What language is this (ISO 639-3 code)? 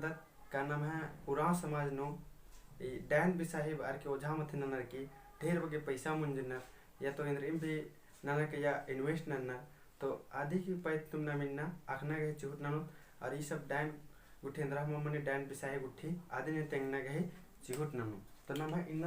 kru